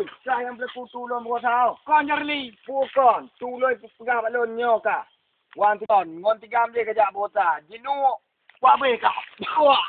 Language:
Achinese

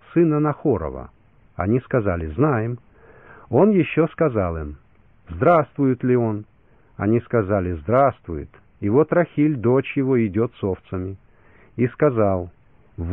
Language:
Russian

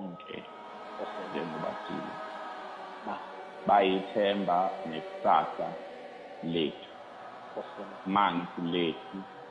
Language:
Zulu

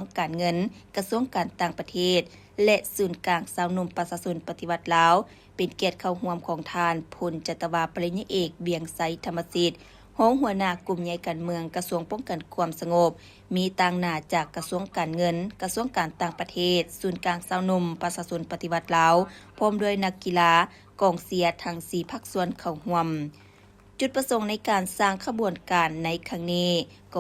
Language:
Lao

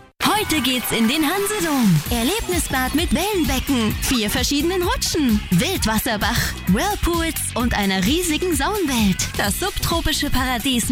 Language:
German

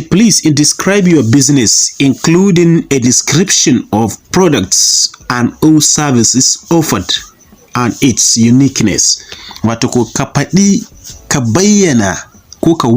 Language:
Hausa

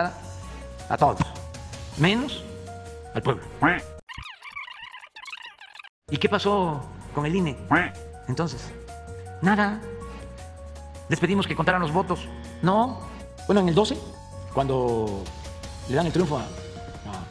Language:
Spanish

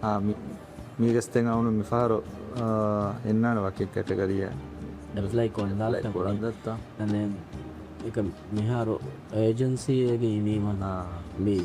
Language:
Divehi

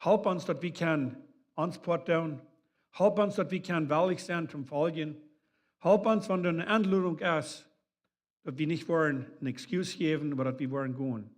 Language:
Plautdietsch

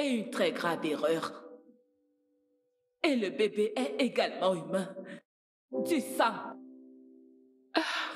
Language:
French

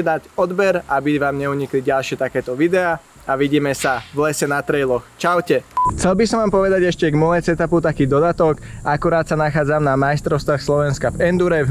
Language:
Slovak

